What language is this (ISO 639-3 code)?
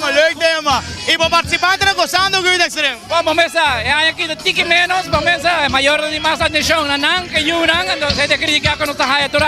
pap